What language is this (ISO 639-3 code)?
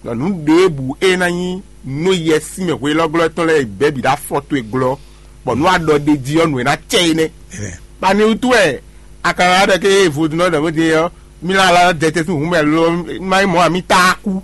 fon